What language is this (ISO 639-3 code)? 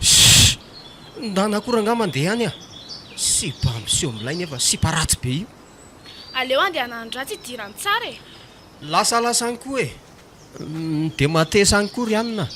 mlg